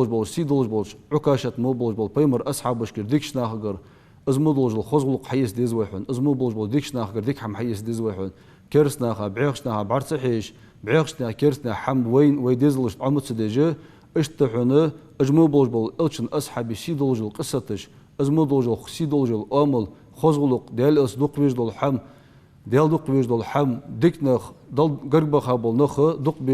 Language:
Ingush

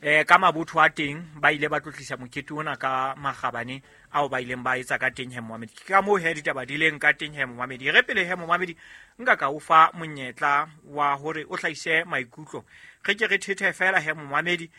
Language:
Southern Sotho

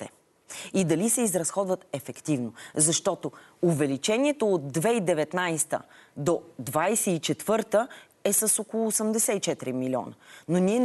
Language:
Bulgarian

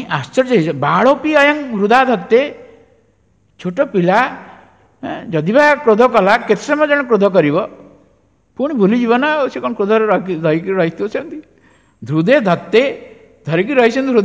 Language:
Odia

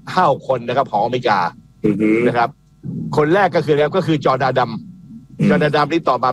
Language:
Thai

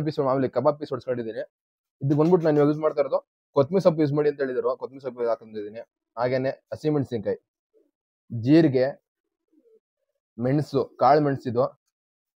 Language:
Kannada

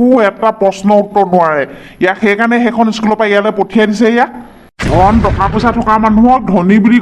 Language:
Assamese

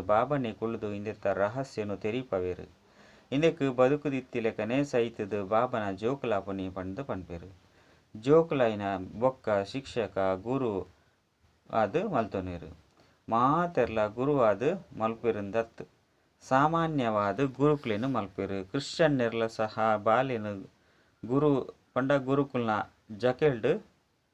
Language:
Tulu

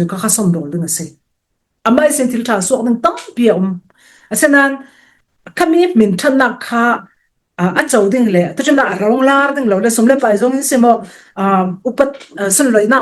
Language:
Falam Chin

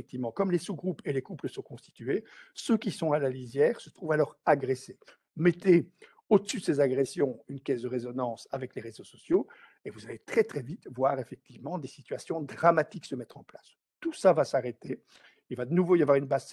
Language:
French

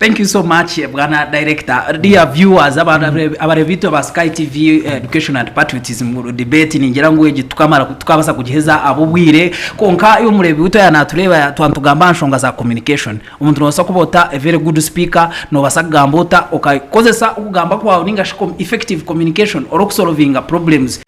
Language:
Nyankole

